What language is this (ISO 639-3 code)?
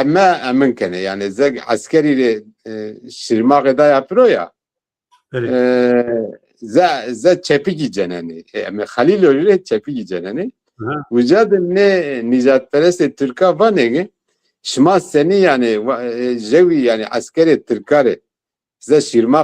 zza